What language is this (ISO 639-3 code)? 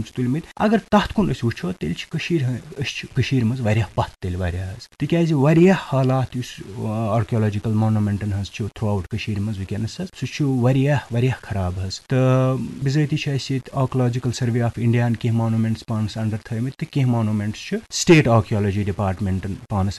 kas